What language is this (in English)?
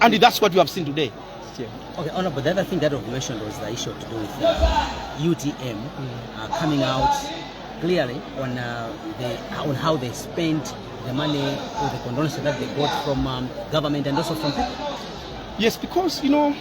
Nyanja